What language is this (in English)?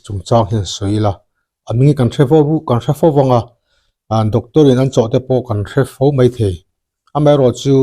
Mizo